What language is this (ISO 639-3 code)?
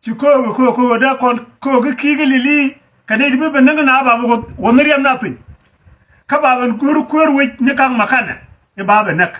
nus